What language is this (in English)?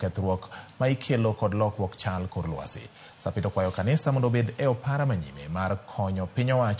Luo (Kenya and Tanzania)